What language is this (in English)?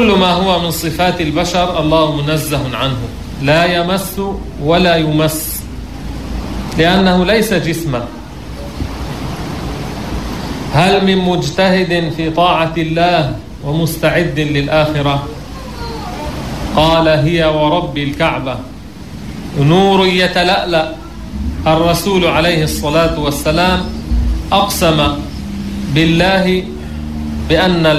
Arabic